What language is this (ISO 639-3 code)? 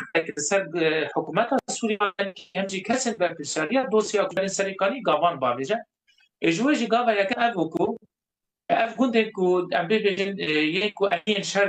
kur